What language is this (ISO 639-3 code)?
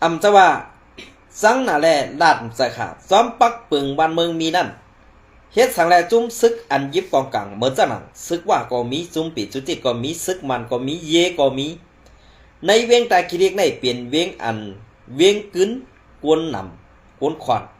shn